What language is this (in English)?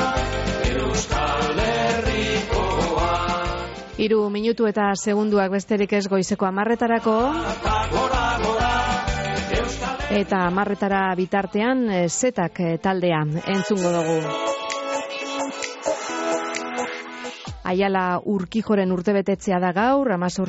Basque